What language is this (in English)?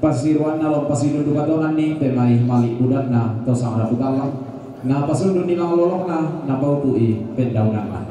Toraja-Sa'dan